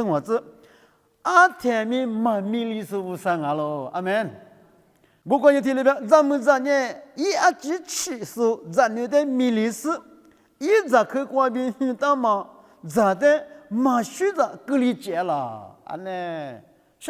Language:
Lisu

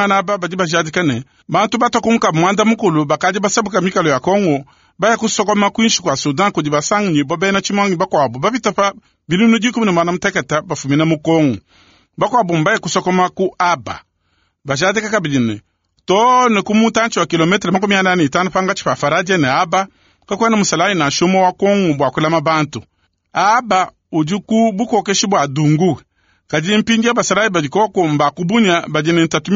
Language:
Luba-Lulua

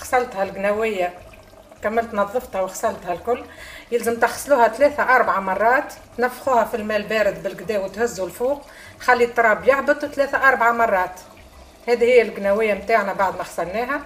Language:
Tunisian Arabic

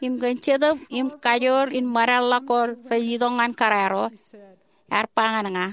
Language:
Marshallese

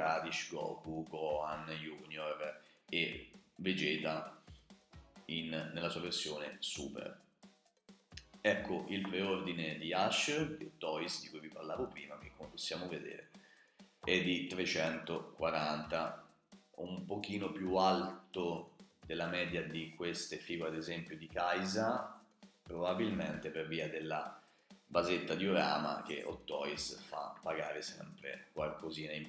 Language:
Italian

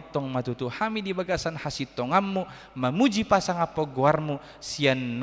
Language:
Batak Toba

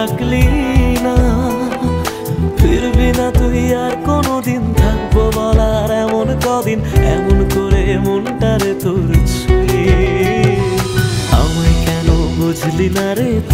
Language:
Bangla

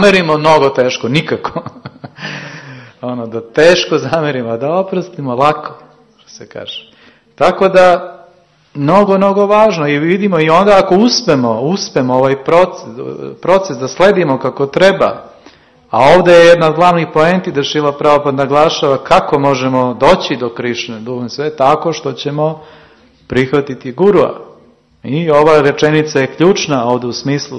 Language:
Serbian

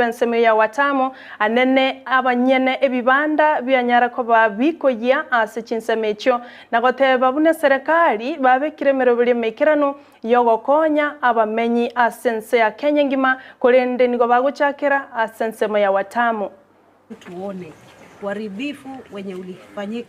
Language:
Gusii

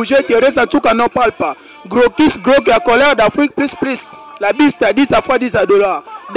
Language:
Lingala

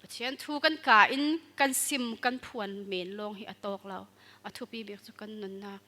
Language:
Falam Chin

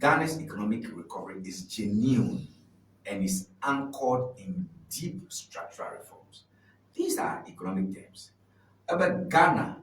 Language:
Ewe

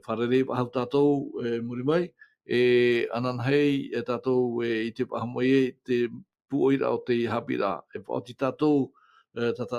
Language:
Tahitian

